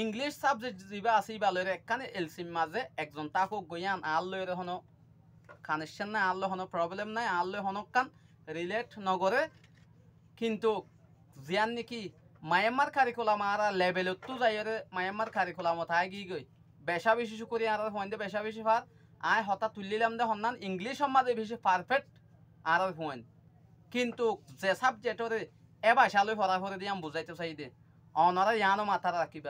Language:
Rohingya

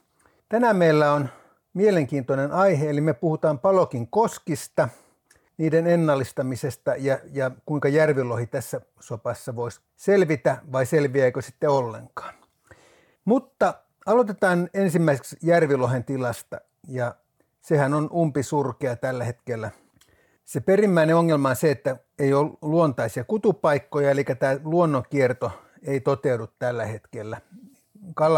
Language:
Finnish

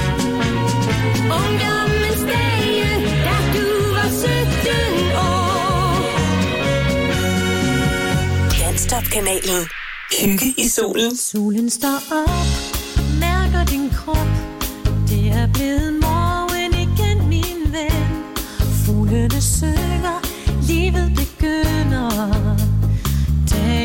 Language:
Danish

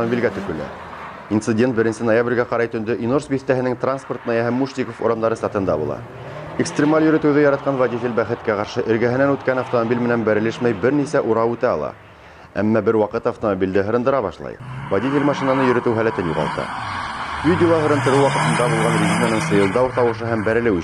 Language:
Bashkir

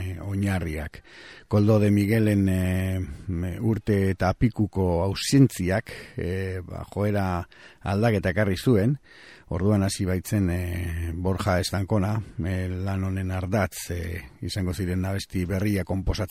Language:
Basque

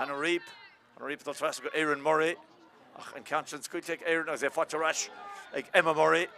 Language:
Irish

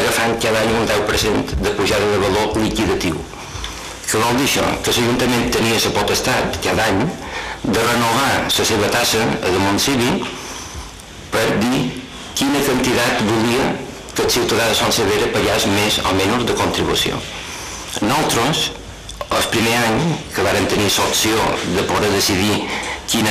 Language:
Catalan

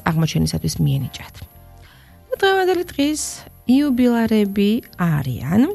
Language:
Georgian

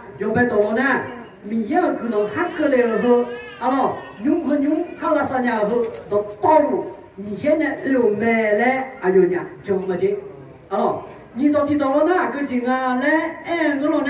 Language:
Akha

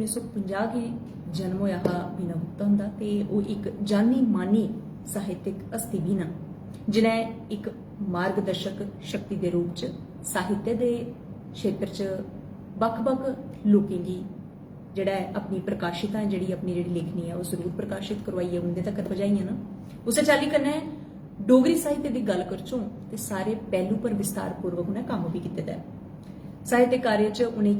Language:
Dogri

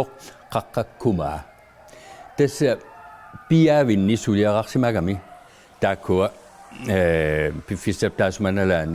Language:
Kalaallisut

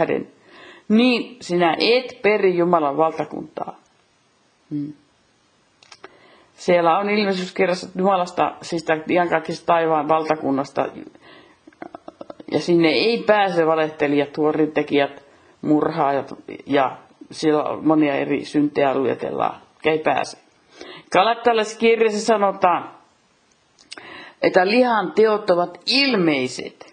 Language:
Finnish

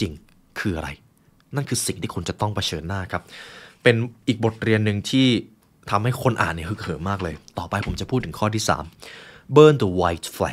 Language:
Thai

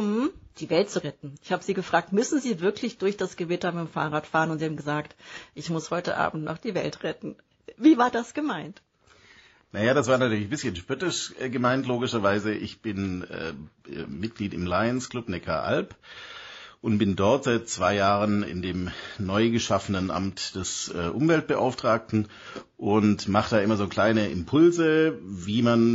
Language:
German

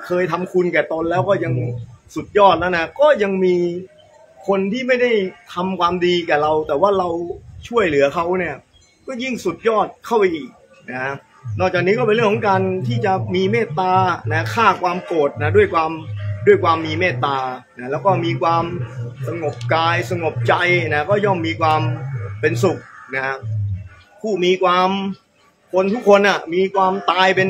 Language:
Thai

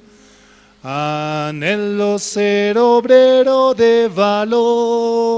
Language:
Aymara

